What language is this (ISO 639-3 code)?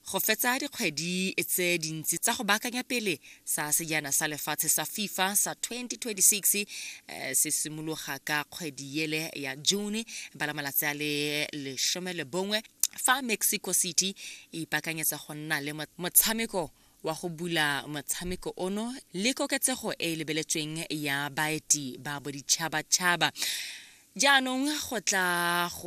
tsn